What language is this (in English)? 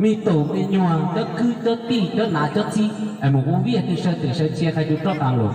Hmong